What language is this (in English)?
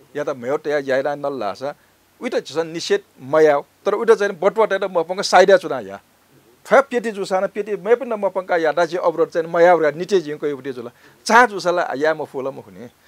Newari